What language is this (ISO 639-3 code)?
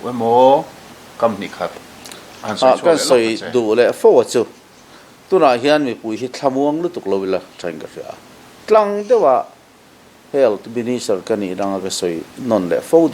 lus